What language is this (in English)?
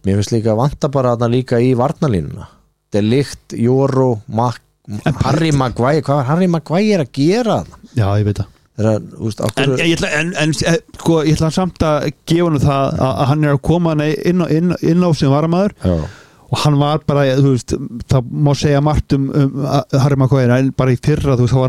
Icelandic